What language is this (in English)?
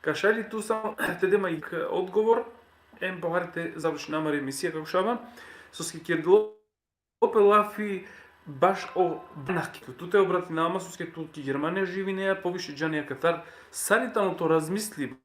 Balkan Romani